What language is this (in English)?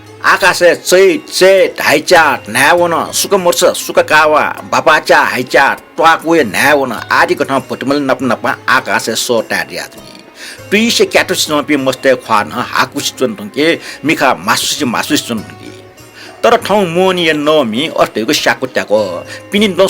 Newari